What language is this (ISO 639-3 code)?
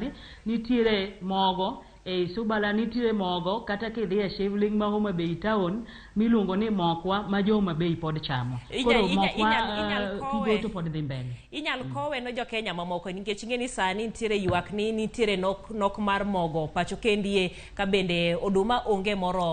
luo